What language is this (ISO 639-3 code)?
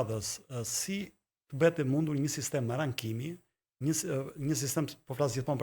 sqi